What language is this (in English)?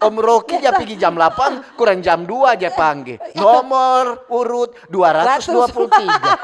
Manado Malay